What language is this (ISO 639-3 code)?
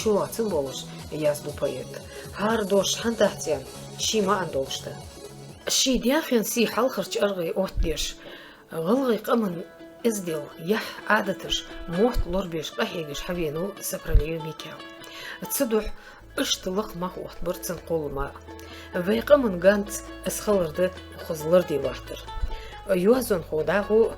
inh